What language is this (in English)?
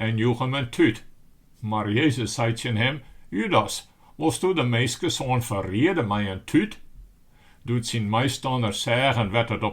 Western Frisian